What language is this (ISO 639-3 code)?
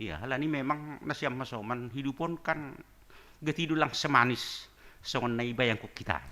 bts